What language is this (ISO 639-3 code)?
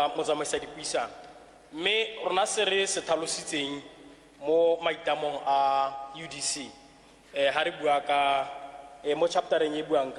tsn